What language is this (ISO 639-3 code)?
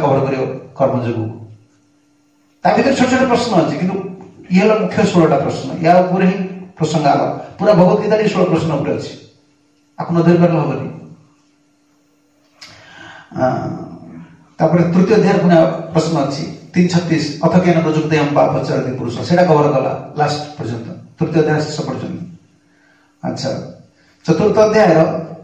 ori